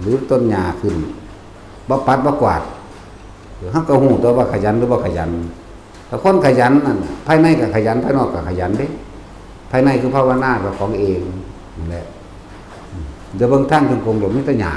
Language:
Northeastern Thai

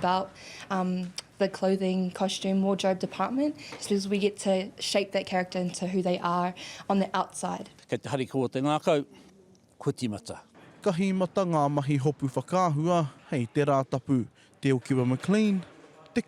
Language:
Māori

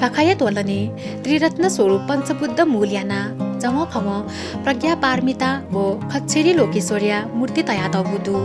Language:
Newari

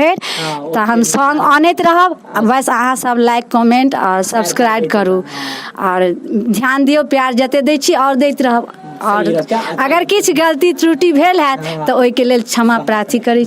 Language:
Maithili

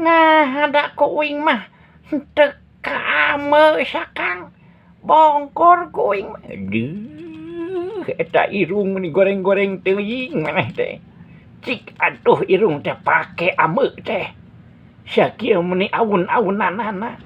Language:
Sundanese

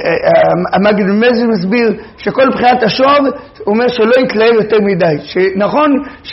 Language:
Hebrew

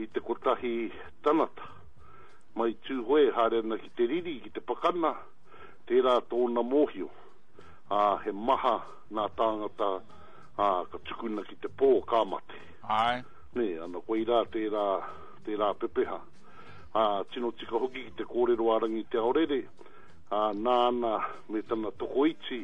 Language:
Māori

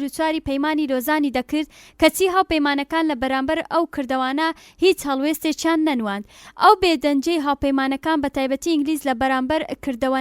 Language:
Central Kurdish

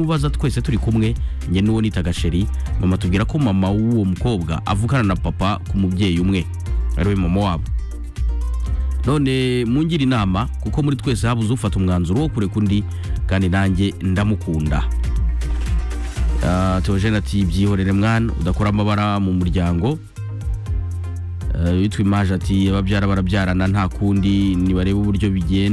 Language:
Kinyarwanda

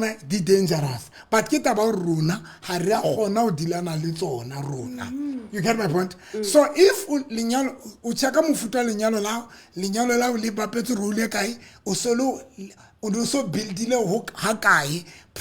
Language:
Southern Sotho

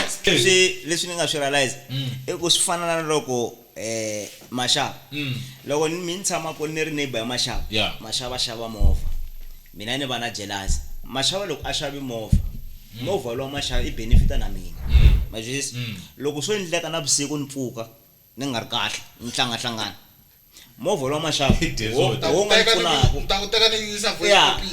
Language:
Tsonga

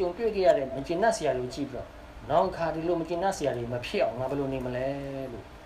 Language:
Burmese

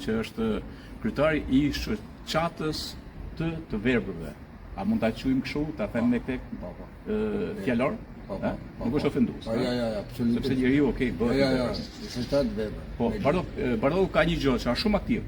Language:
Albanian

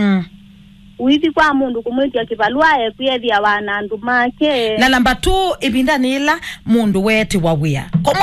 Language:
Kamba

